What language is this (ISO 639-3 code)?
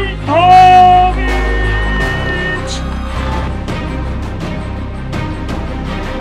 pol